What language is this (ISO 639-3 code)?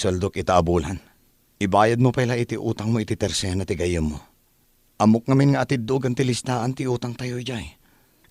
ilo